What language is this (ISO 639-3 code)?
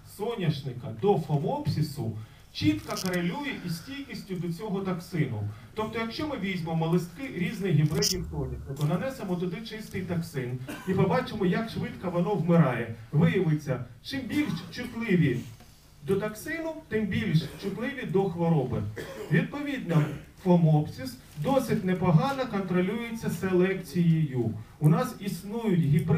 ukr